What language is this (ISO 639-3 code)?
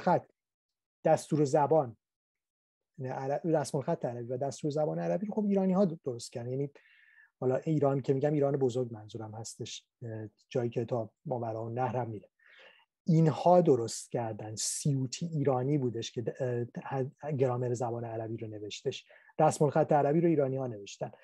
fas